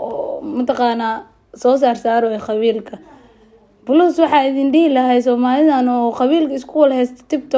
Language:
Somali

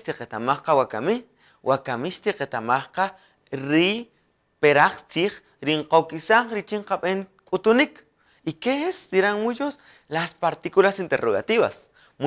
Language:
Kaqchikel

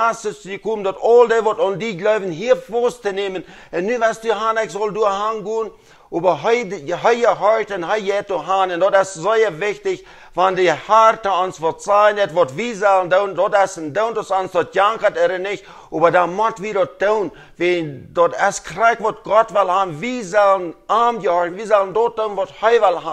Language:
Plautdietsch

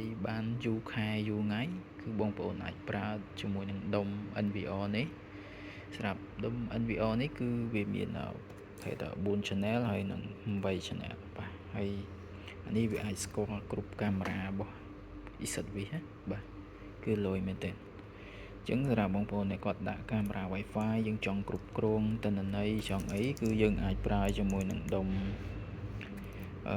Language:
Khmer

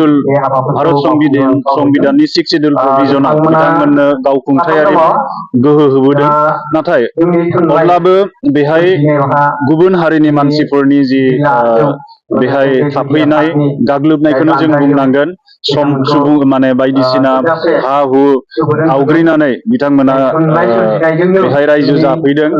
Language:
Bodo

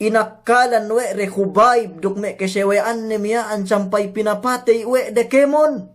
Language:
Yakan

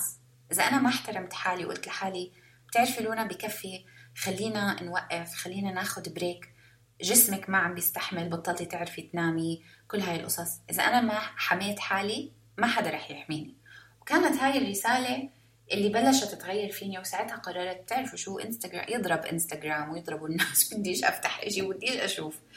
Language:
North Levantine Arabic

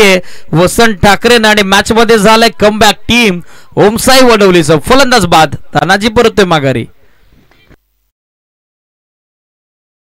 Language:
Marathi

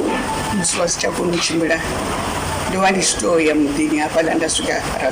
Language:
Venda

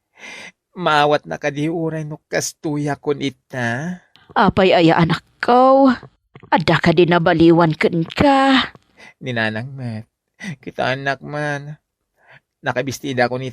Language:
Iloko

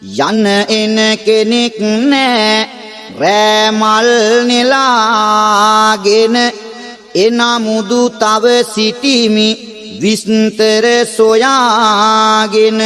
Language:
Sinhala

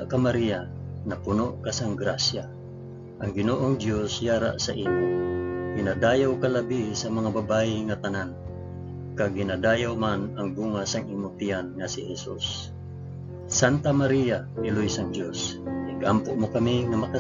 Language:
Hiligaynon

